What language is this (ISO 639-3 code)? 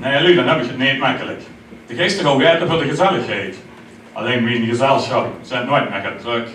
lim